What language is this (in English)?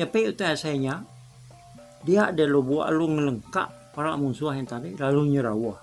Iban